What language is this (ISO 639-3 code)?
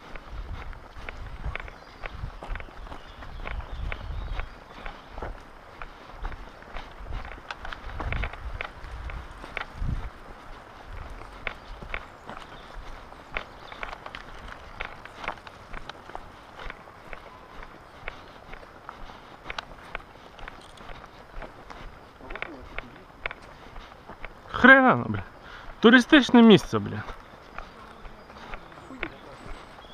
ukr